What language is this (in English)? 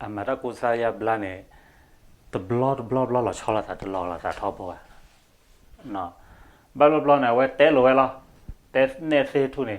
S'gaw Karen